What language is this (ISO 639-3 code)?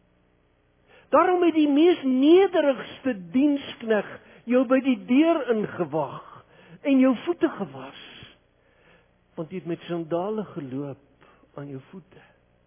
afr